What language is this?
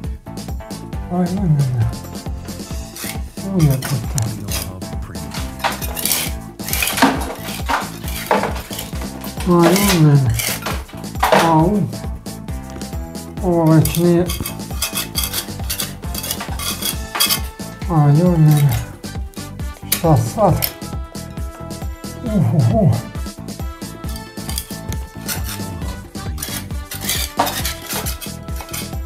Croatian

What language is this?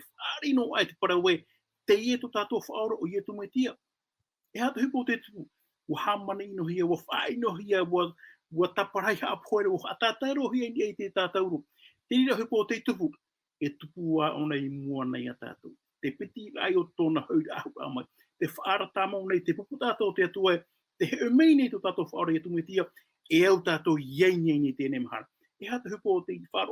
Tahitian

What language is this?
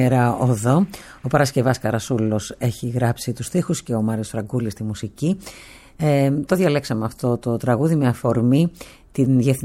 Greek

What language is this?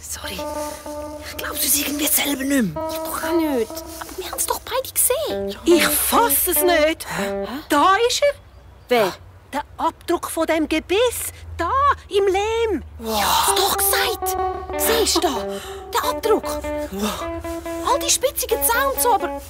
Swiss German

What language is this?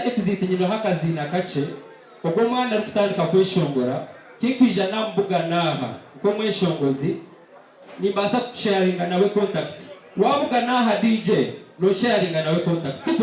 Nyankole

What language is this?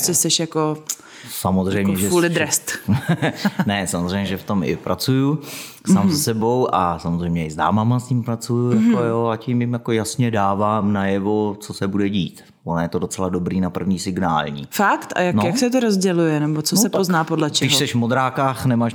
Czech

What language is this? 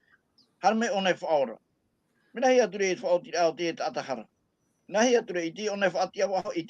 Tahitian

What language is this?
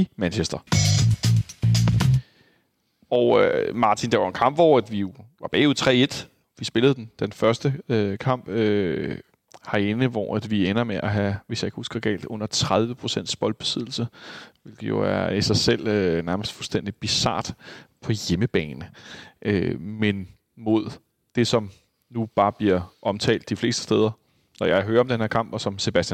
Danish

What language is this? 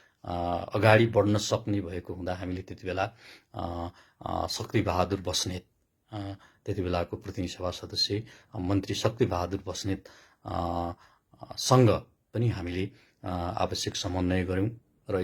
Nepali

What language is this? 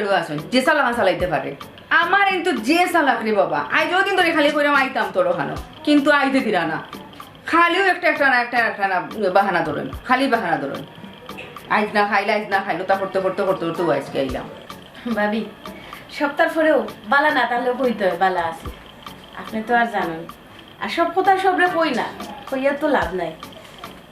Sylheti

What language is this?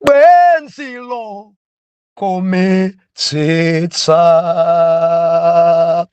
Nyanja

